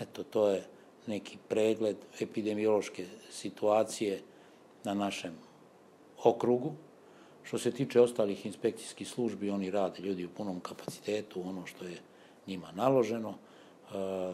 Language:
Serbian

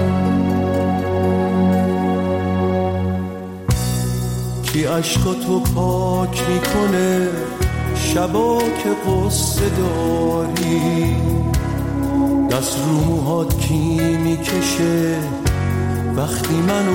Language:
Persian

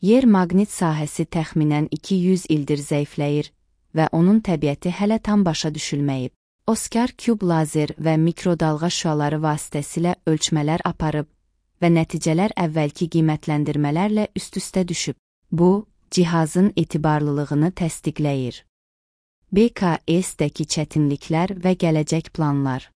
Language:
Azerbaijani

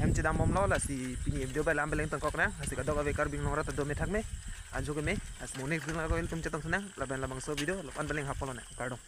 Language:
Karbi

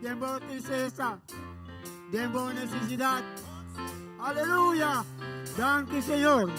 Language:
Papiamento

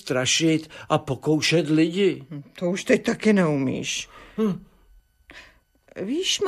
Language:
Czech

